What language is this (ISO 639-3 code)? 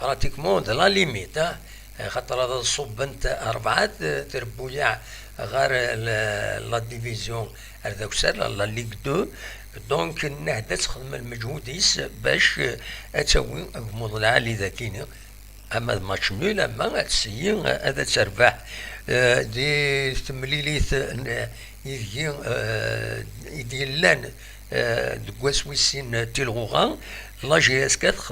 kab